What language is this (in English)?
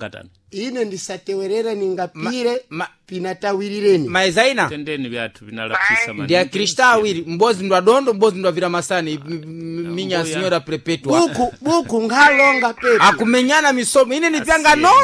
Sena